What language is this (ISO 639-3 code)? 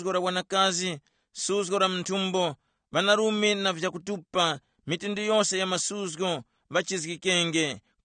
tum